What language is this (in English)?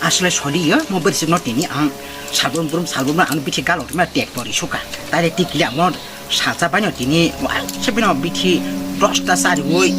Kok Borok